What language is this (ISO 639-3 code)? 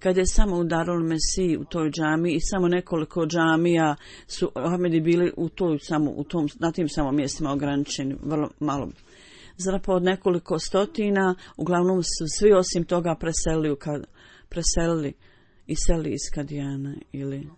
bos